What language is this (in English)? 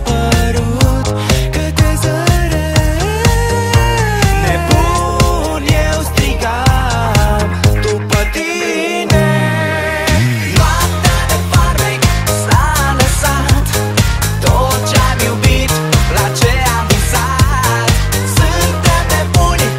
Romanian